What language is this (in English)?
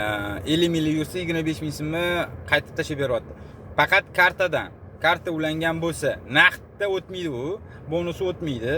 Uzbek